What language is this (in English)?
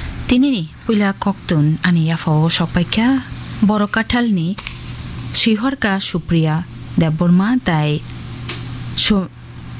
Kok Borok